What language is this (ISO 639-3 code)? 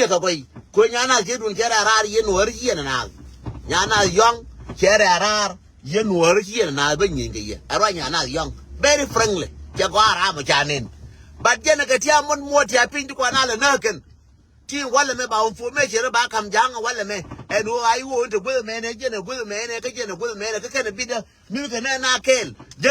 nus